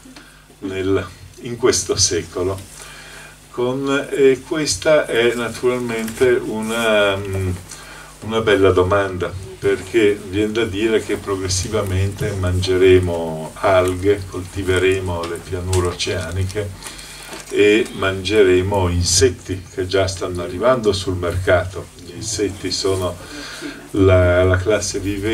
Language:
Italian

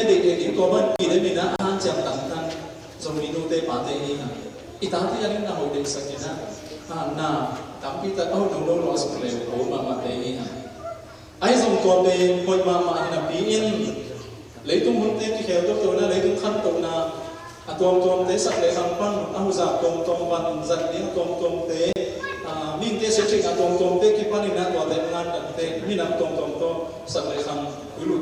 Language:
Tedim Chin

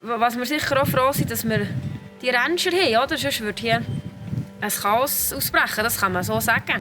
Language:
Swiss German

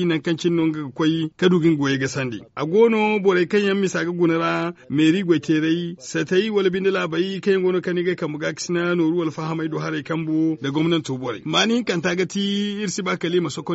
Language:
Zarma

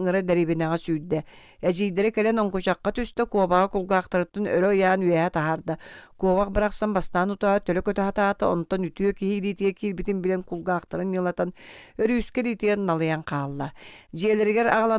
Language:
Yakut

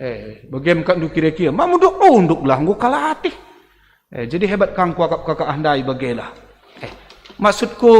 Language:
Batak Karo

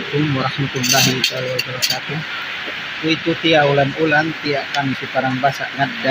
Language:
Yakan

